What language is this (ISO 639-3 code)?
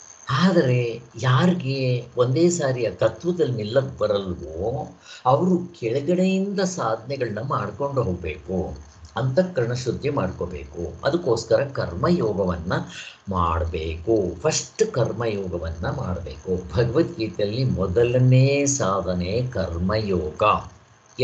kan